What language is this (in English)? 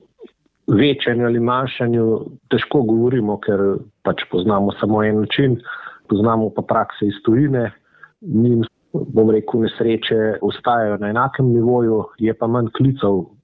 Slovenian